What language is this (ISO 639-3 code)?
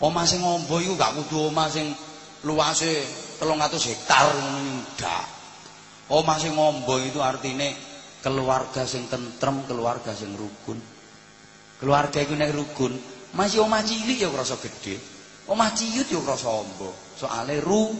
jav